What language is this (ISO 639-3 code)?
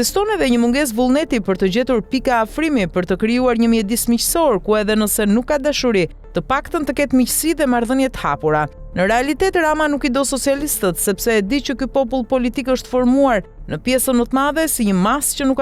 sqi